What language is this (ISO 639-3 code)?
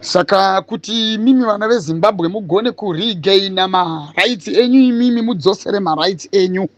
sna